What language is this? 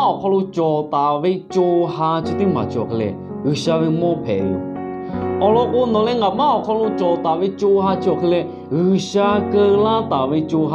Lahu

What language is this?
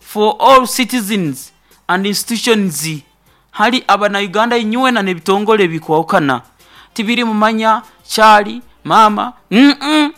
Nyoro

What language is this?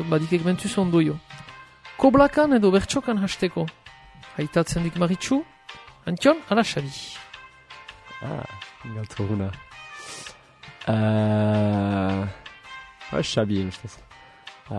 Basque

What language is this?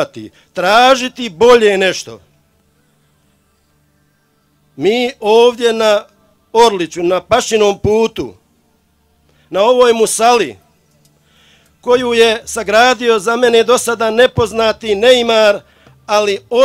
Bosnian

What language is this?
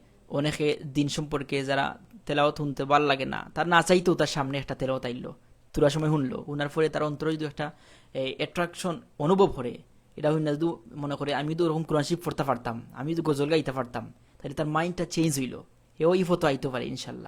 Sylheti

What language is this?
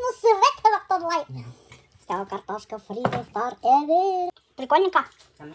Bashkir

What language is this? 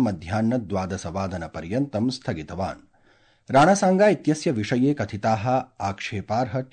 Sanskrit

